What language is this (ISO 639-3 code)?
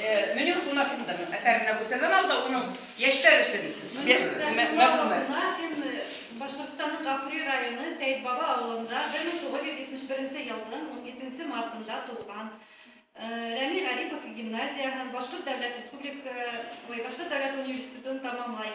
bak